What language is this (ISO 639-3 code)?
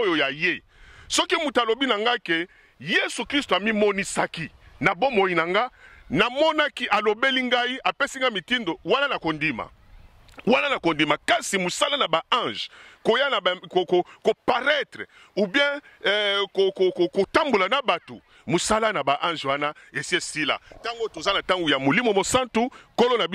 lin